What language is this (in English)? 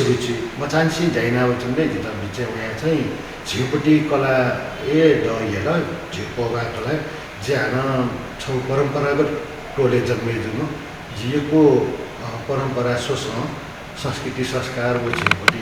Newari